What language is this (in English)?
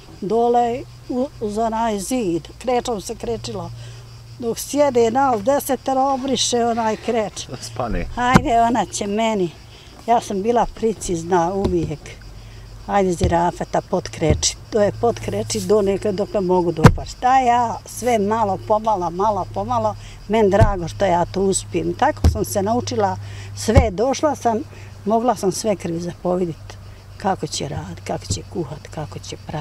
Bosnian